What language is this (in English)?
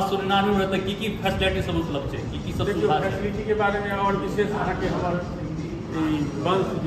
Maithili